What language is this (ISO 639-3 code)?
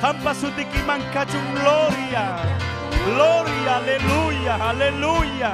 quy